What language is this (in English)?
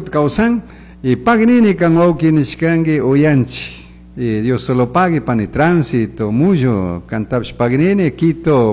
Chimborazo Highland Quichua